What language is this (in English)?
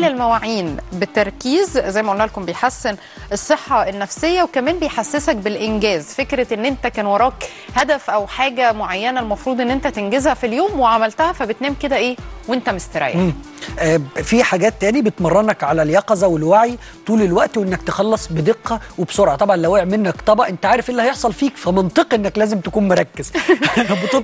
Egyptian Arabic